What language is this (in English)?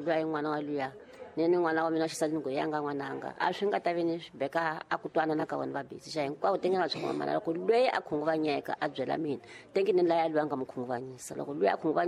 Tsonga